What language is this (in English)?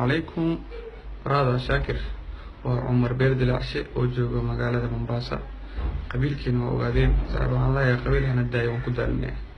Somali